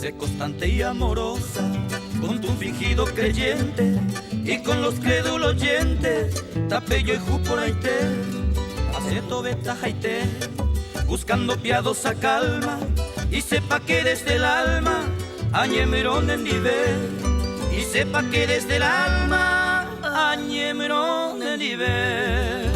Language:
Guarani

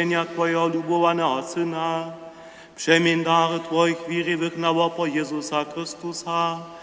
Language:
Upper Sorbian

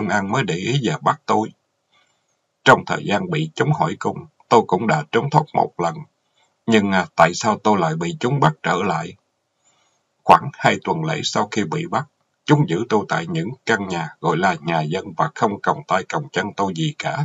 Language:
Vietnamese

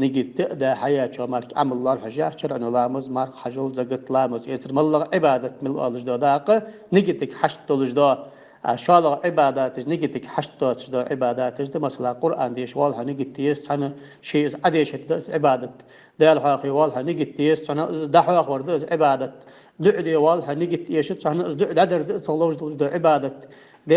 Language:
Ingush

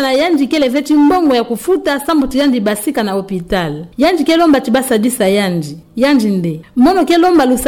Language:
Kituba (Democratic Republic of Congo)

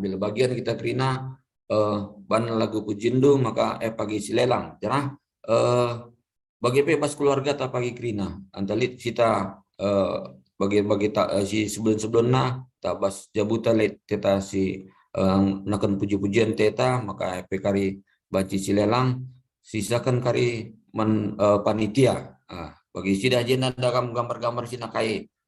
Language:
Batak Karo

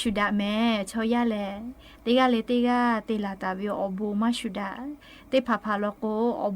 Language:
Lahu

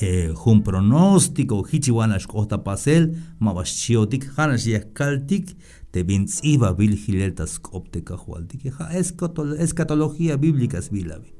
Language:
Tzeltal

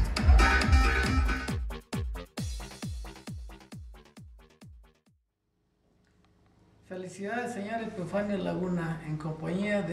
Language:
Spanish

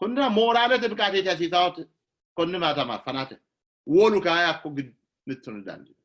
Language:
Sidamo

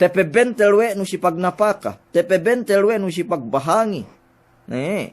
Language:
Yakan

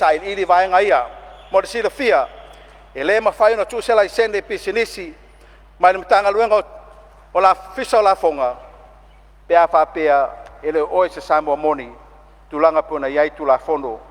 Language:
Samoan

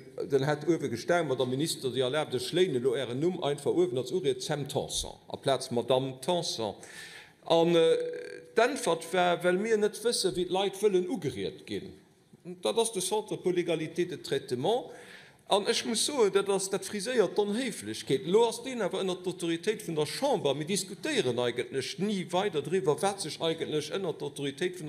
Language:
Luxembourgish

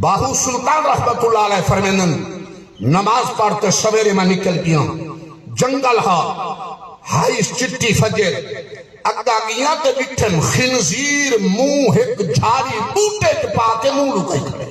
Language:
Saraiki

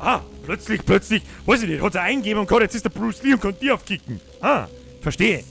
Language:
Bavarian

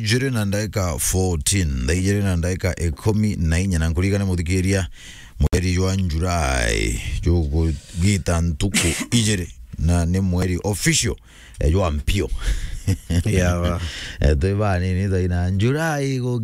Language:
Meru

